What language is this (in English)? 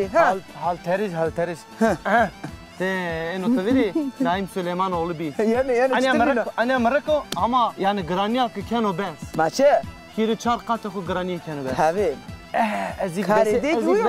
Zaza